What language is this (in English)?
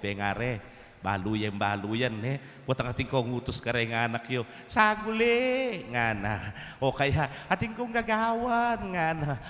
Pampanga